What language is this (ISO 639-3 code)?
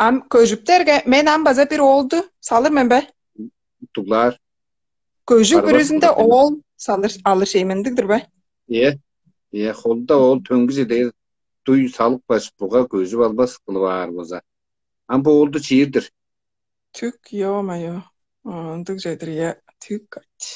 tyv